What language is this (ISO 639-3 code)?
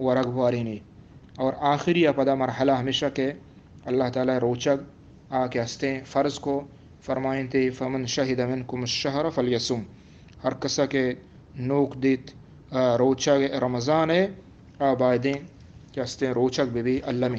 bgp